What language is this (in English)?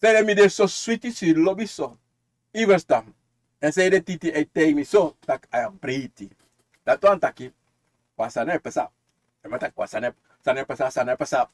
Sranan Tongo